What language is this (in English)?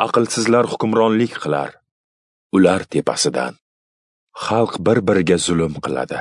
Uzbek